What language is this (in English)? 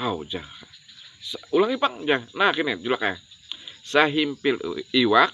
Banjar